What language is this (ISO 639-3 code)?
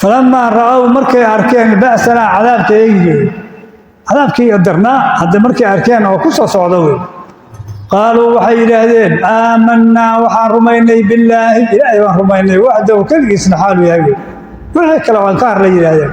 som